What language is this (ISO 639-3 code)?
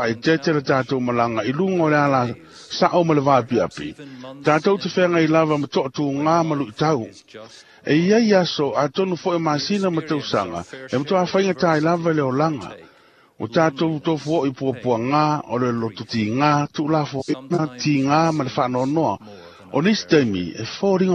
smo